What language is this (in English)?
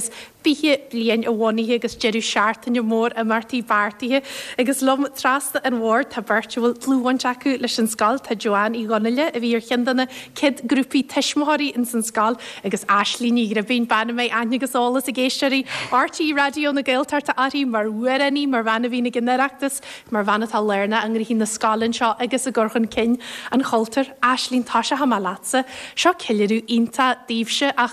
Irish